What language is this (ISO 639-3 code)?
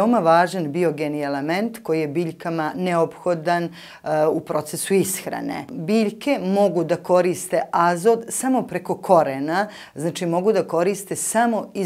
srp